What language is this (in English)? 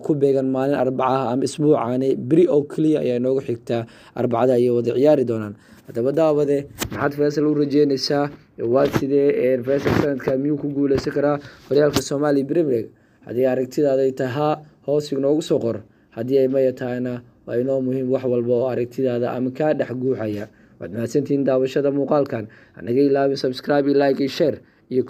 Somali